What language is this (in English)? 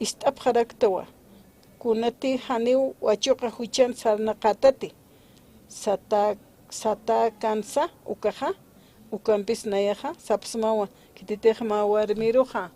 Aymara